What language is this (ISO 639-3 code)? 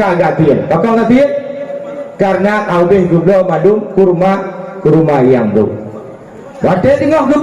ace